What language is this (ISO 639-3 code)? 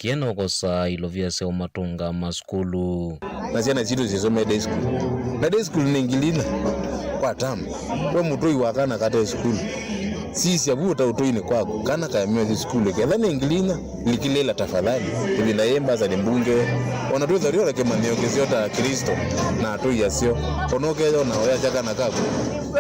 kam